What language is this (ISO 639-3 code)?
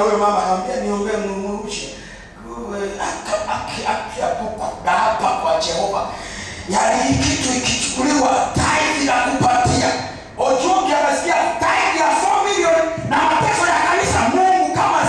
swa